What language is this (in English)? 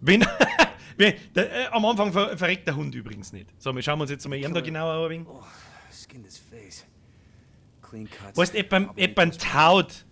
Bavarian